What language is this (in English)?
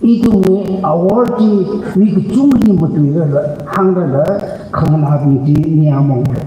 Tangkhul Naga (India)